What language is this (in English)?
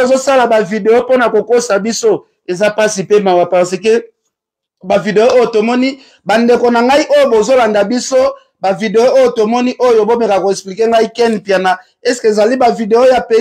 Lingala